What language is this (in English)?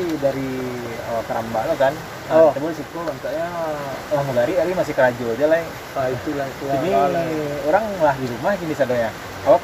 Minangkabau